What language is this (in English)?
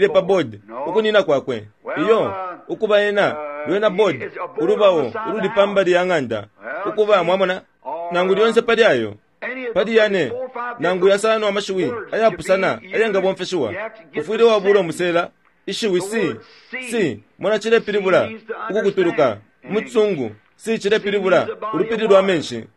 Bemba